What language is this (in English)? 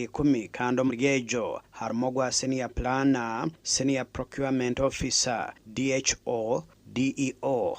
Nyankole